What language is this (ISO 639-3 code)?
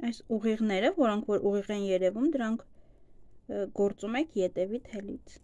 hye